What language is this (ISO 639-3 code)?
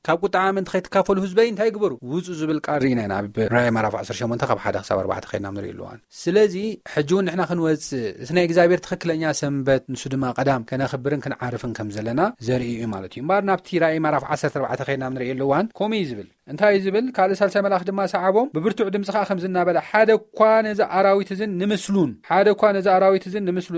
tir